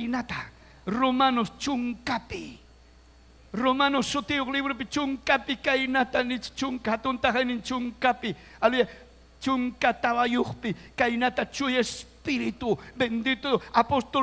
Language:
Ayacucho Quechua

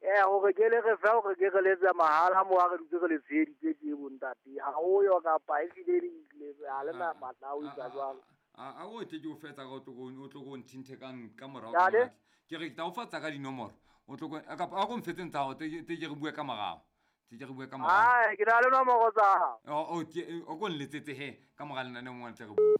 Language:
Southern Sotho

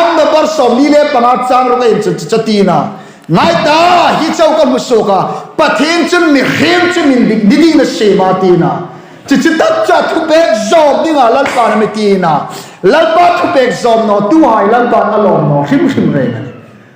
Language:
Hmar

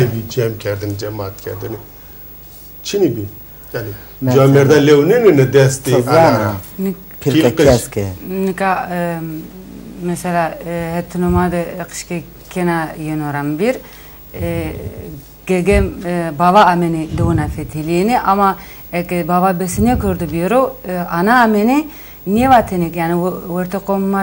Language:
Zaza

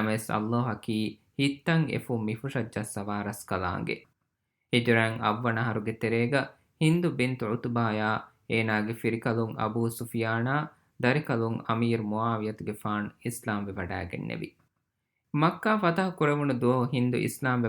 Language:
Divehi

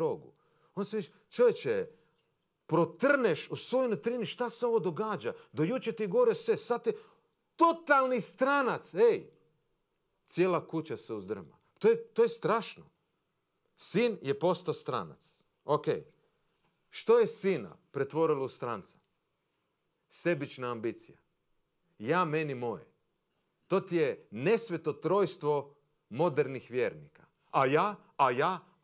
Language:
Croatian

